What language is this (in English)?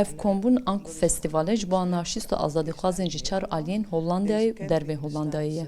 Kurdish